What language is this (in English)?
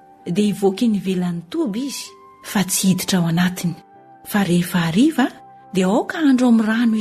Malagasy